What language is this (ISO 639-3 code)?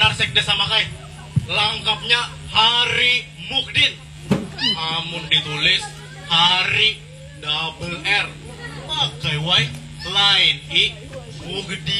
bjn